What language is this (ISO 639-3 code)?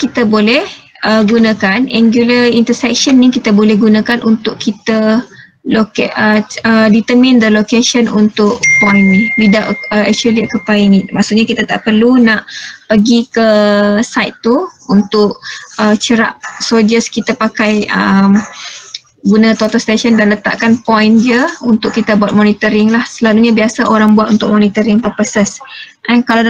msa